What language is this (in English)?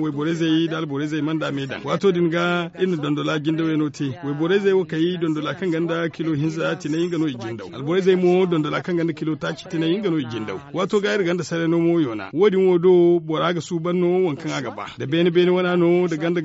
Zarma